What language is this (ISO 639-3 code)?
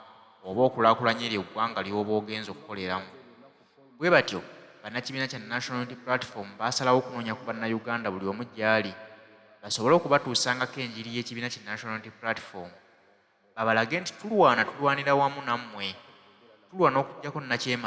lug